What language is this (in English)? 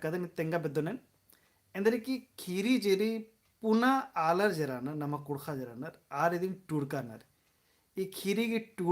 Kurukh